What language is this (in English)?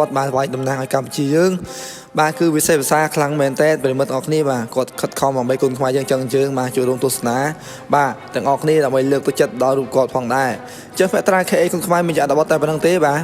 Khmer